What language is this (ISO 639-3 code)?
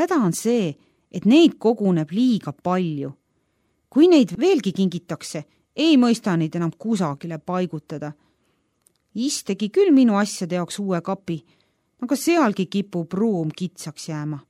est